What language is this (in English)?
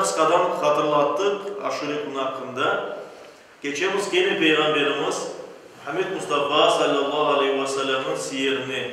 Crimean Tatar